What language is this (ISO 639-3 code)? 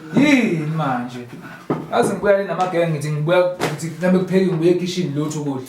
zul